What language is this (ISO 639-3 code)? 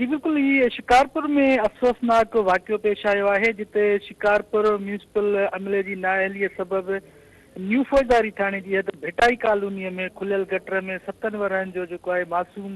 snd